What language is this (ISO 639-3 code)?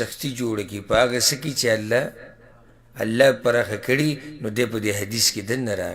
pus